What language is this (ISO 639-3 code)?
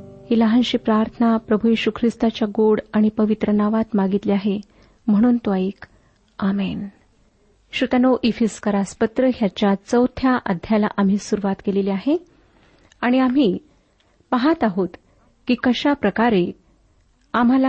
mar